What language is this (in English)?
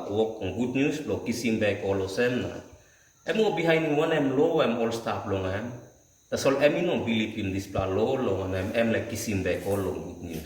Tok Pisin